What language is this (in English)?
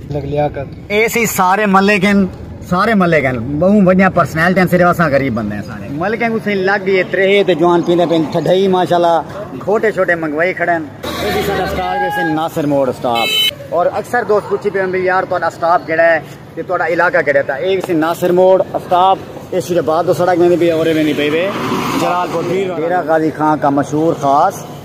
Saraiki